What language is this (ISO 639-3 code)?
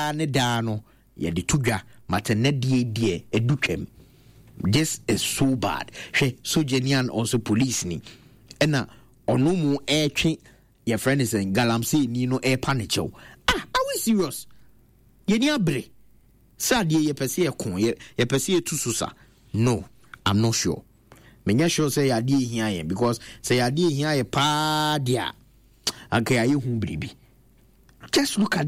aka